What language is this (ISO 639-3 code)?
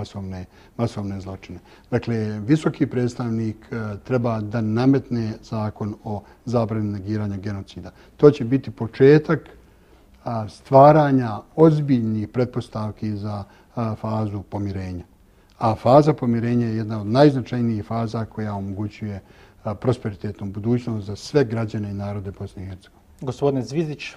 bos